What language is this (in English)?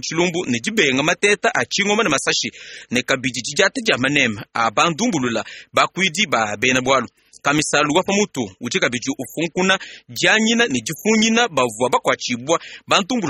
Luba-Lulua